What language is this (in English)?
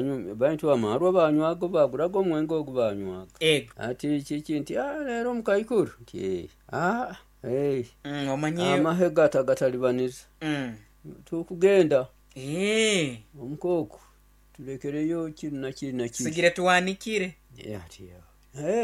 Nyoro